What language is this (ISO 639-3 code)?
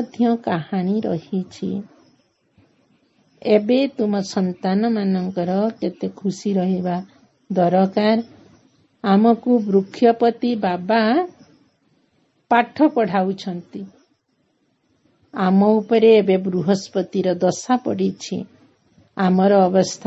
ori